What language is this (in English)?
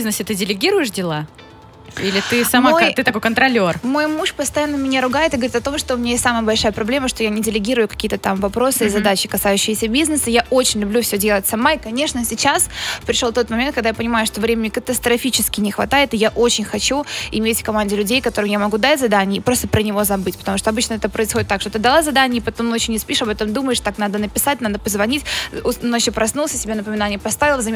Russian